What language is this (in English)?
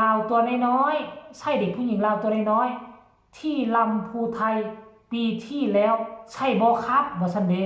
Northeastern Thai